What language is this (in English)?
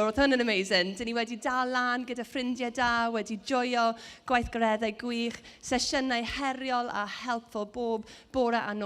Welsh